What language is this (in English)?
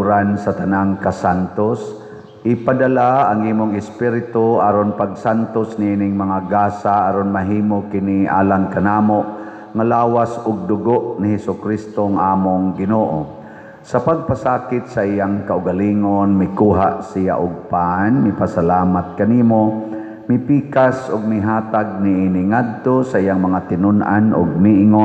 Cebuano